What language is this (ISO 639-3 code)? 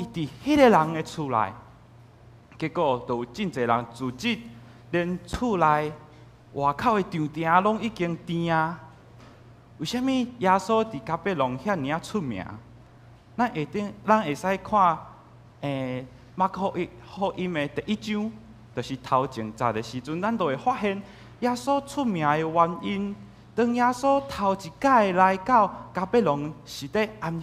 nan